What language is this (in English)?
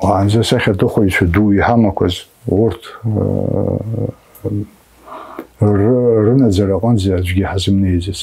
Abkhazian